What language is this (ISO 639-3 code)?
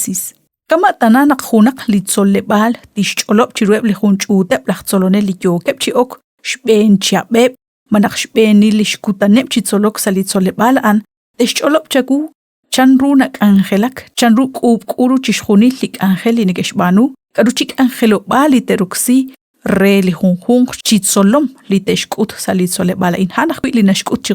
kek